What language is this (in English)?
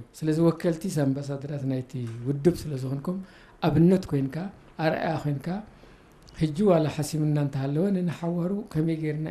Tigrinya